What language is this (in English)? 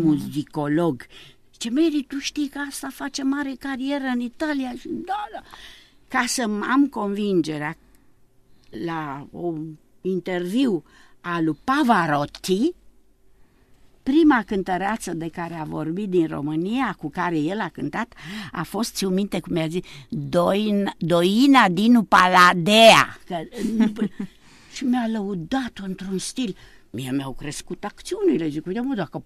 Romanian